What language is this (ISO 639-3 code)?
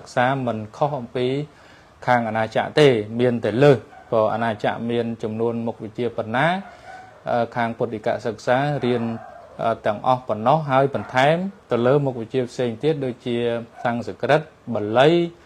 khm